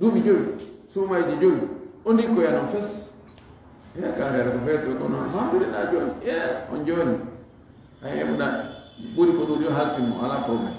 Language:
Fula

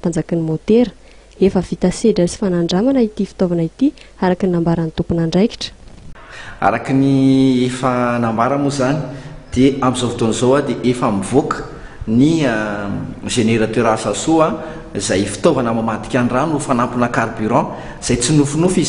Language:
Malagasy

